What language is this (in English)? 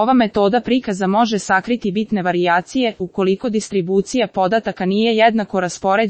Serbian